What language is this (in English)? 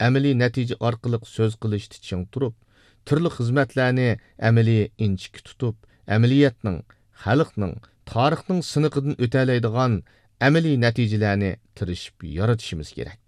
Uyghur